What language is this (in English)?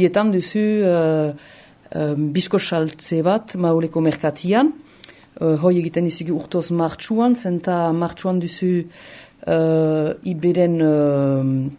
Basque